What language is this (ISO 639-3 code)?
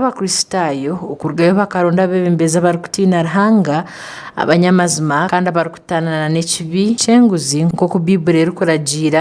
nyn